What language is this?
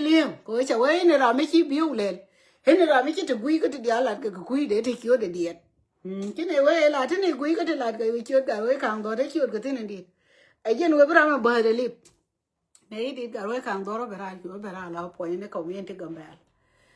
Nuer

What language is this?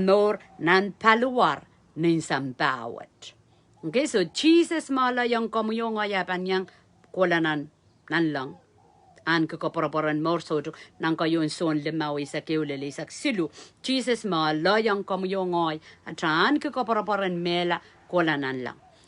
Pohnpeian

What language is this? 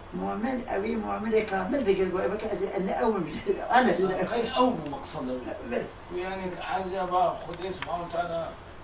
Kurdish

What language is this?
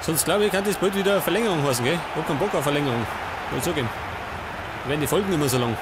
Bavarian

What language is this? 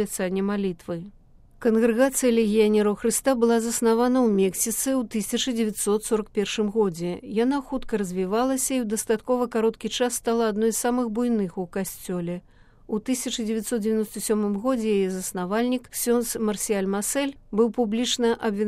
Belarusian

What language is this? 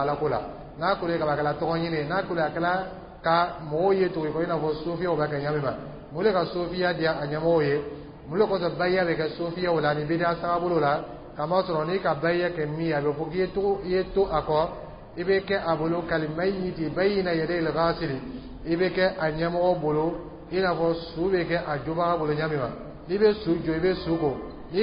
Dyula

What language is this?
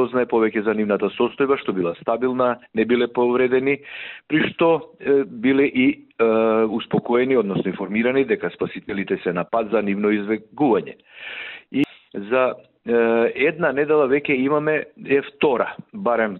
Macedonian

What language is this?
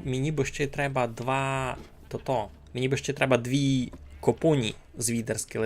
Rusyn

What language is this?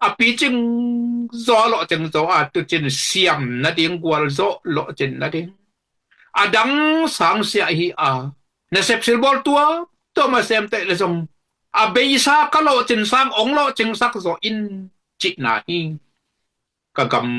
Tedim Chin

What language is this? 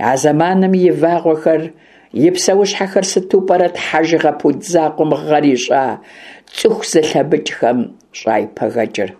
Kabardian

